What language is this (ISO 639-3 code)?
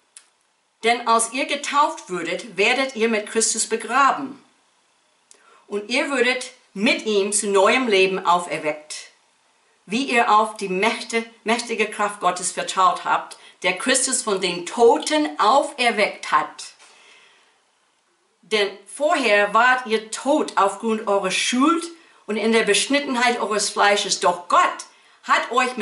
deu